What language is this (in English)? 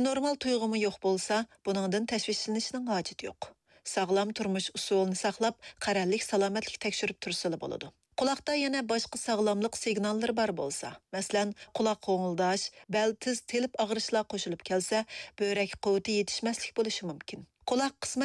Uyghur